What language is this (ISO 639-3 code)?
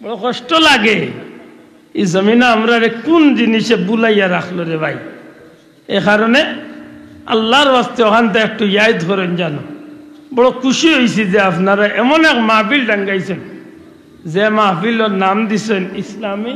syl